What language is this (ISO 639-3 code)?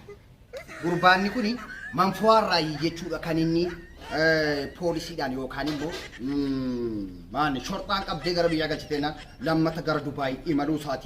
orm